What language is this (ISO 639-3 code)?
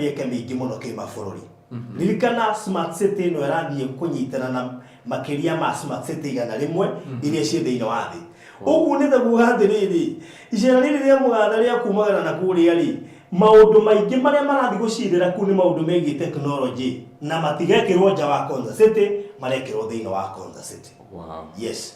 kik